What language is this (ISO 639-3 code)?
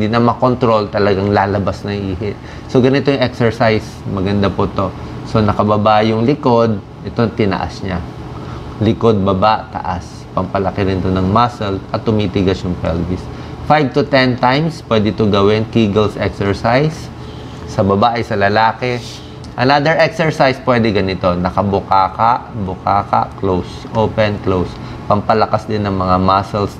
fil